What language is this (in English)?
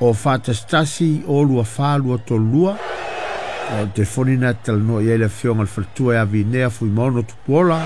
Samoan